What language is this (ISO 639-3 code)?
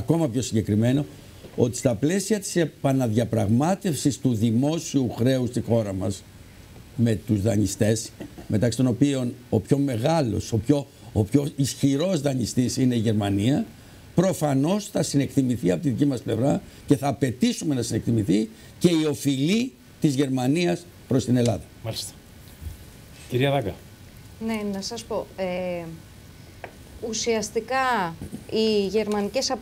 ell